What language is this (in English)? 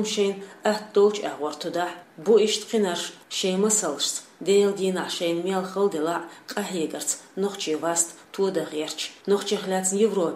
Chechen